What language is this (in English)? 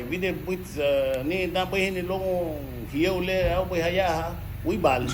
Garifuna